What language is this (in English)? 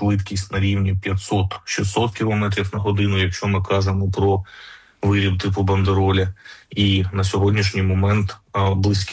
Ukrainian